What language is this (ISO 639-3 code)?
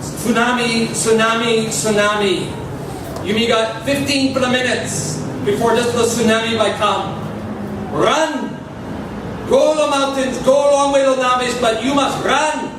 tpi